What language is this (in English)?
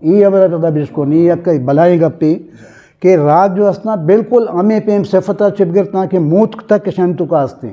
Eastern Balochi